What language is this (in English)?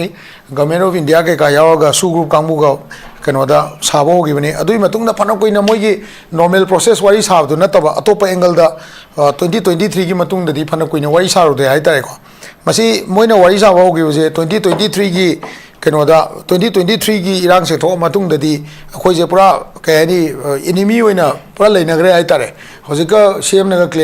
Manipuri